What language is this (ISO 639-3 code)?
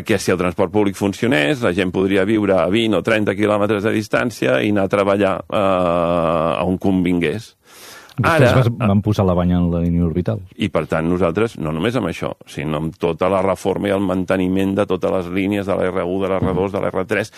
cat